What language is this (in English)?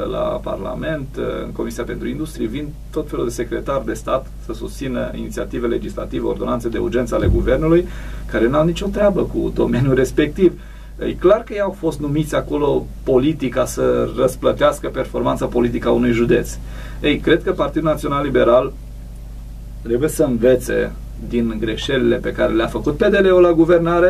Romanian